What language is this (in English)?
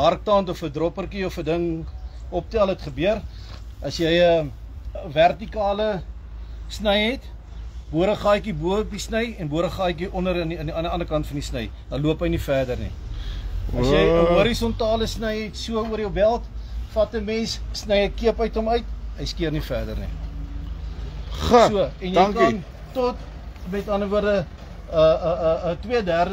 Afrikaans